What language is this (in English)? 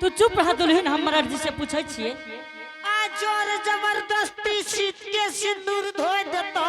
Angika